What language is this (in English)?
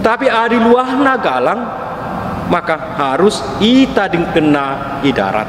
Batak Karo